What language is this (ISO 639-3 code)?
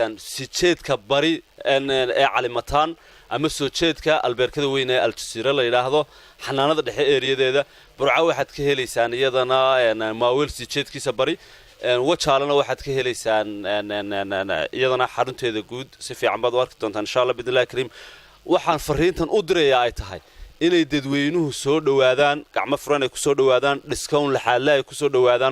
som